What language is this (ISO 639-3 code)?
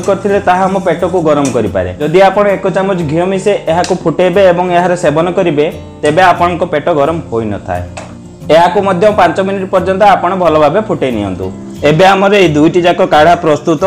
ori